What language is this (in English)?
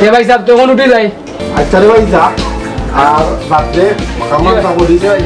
Sylheti